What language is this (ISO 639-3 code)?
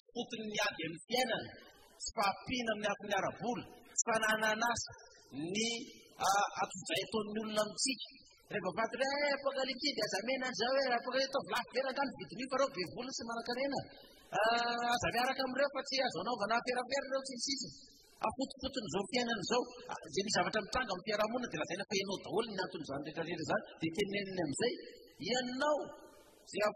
mlg